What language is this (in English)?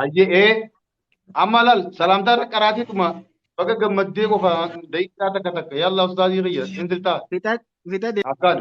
Oromo